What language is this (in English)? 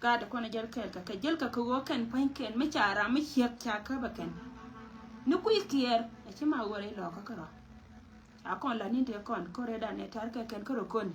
Nuer